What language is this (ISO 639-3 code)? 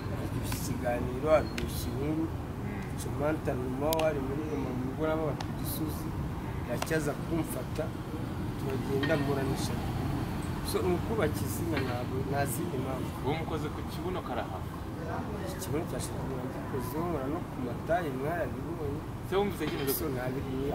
kin